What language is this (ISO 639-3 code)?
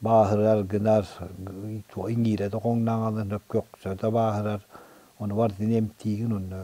sah